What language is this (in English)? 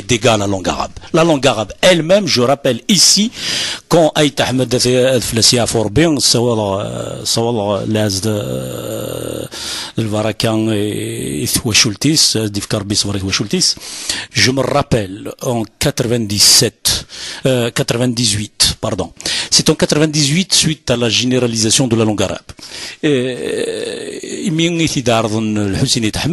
Kabyle